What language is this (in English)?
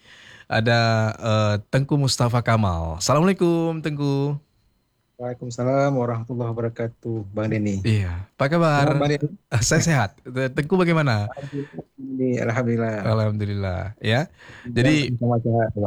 Indonesian